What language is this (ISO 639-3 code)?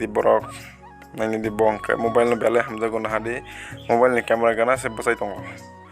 trp